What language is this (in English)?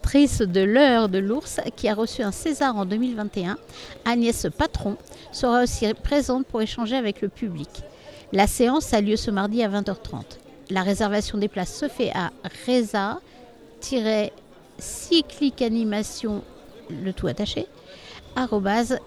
French